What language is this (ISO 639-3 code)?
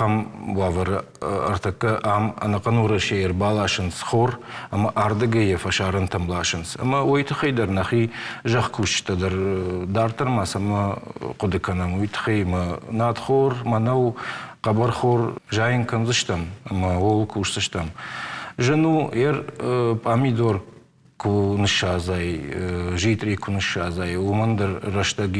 oss